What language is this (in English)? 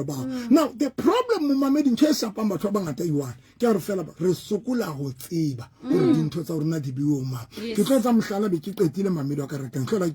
Southern Sotho